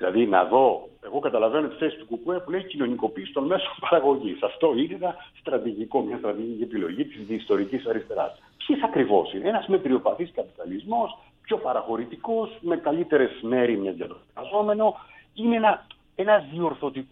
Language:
Greek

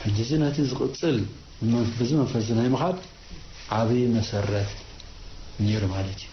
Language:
Tigrinya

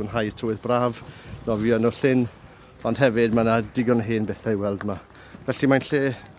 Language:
Welsh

